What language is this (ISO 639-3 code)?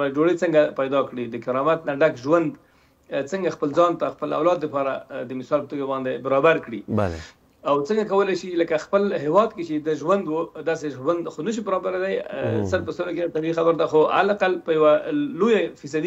pus